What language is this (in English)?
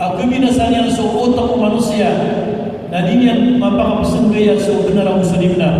Maranao